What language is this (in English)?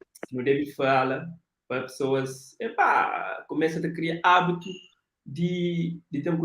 Kabuverdianu